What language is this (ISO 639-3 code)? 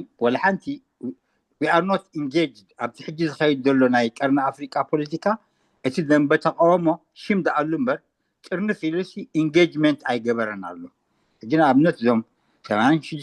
tir